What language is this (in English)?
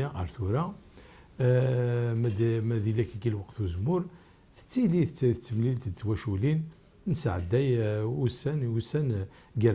Kabyle